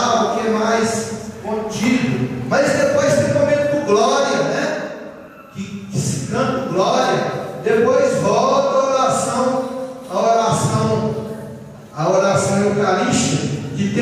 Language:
Portuguese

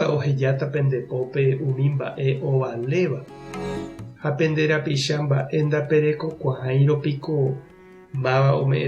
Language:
Guarani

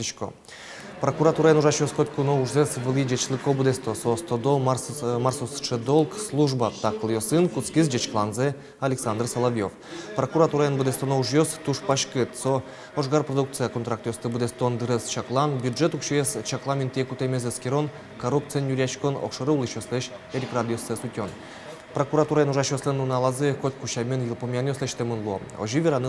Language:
Udmurt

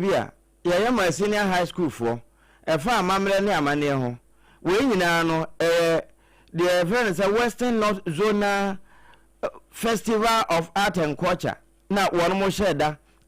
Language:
Akan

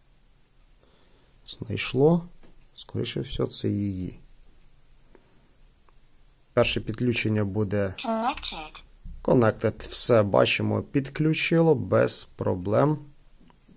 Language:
Ukrainian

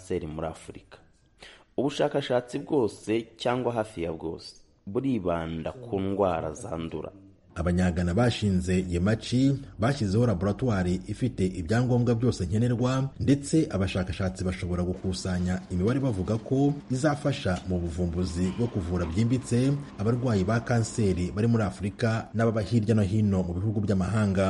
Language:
Kinyarwanda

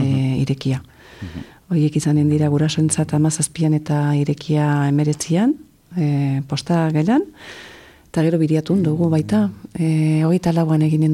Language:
Basque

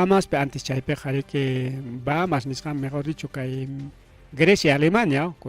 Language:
Ayacucho Quechua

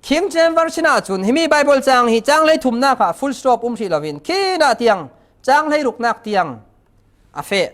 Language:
Falam Chin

